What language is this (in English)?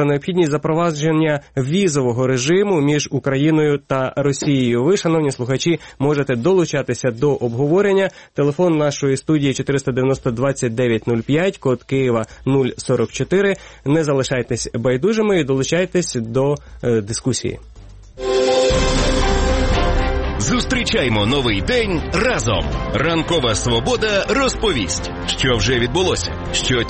Ukrainian